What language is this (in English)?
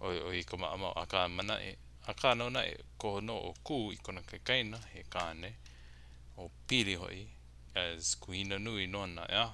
Hawaiian